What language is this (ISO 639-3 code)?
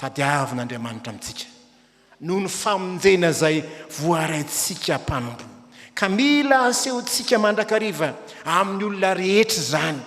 mlg